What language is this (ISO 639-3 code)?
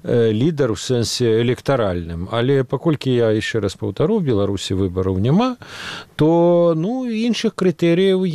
bel